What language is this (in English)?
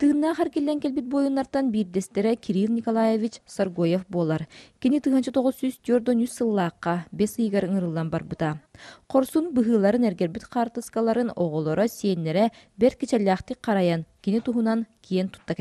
Yakut